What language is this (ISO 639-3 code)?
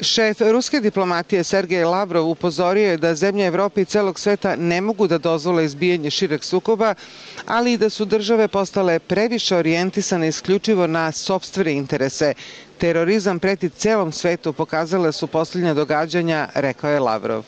srp